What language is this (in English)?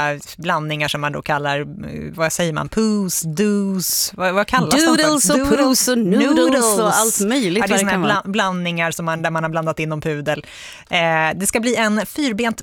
Swedish